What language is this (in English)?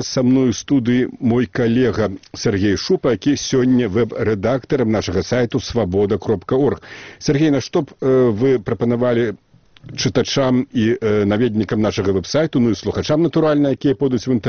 Belarusian